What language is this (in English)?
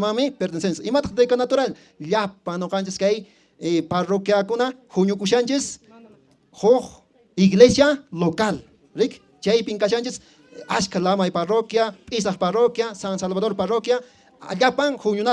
Quechua